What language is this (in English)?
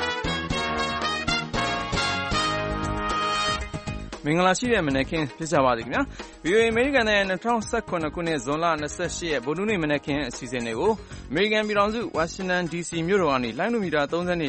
Burmese